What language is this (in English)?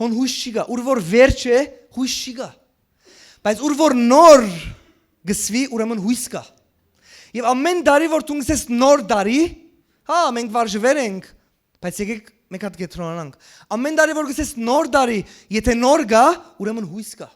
Western Armenian